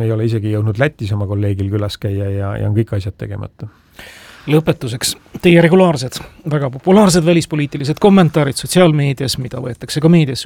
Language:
Estonian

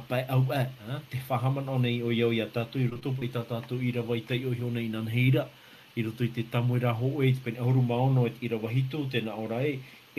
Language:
Tahitian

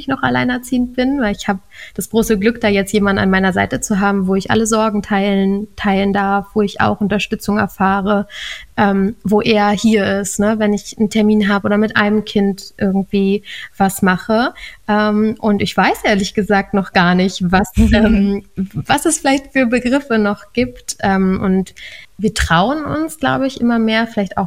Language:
German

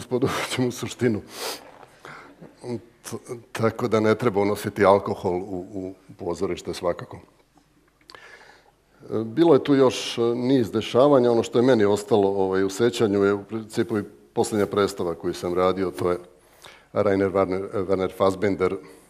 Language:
Serbian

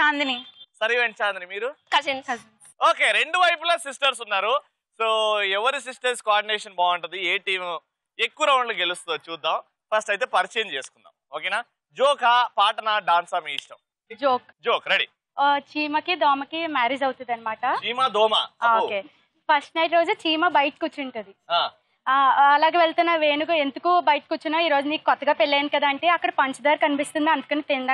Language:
Telugu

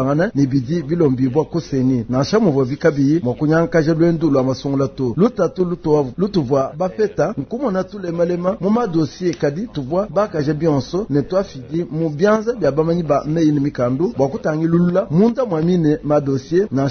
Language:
Luba-Lulua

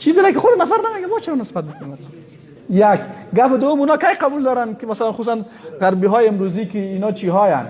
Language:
Persian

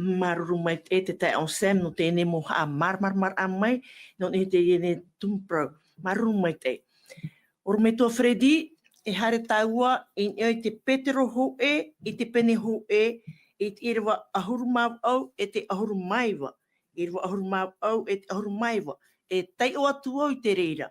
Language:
Tahitian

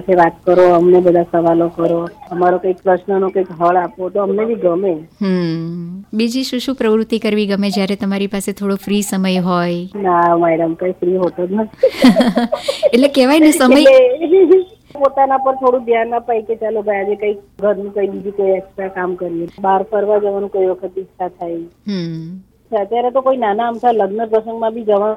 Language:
Gujarati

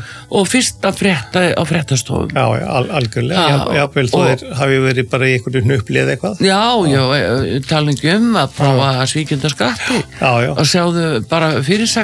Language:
Icelandic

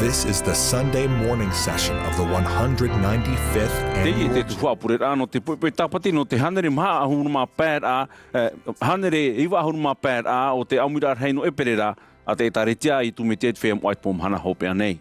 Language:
Tahitian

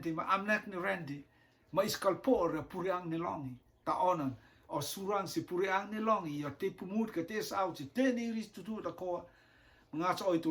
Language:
Rotuman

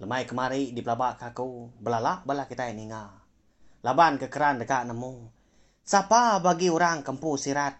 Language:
Iban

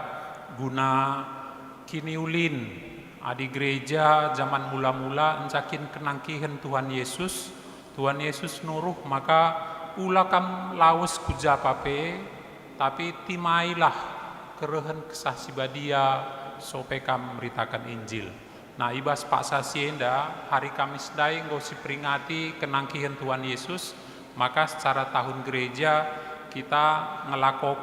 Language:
Batak Karo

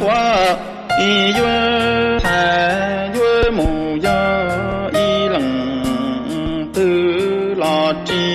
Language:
Hmong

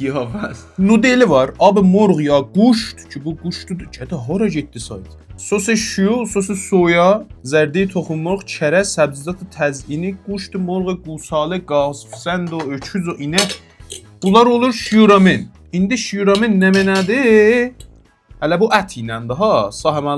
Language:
South Azerbaijani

